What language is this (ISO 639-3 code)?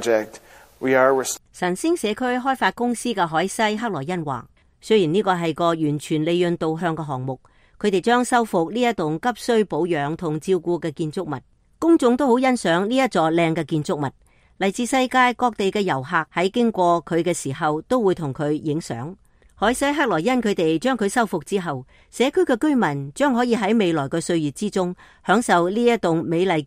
yue